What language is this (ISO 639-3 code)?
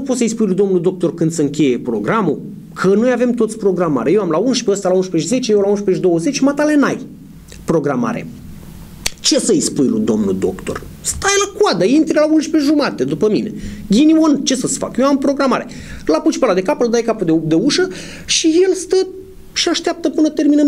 ron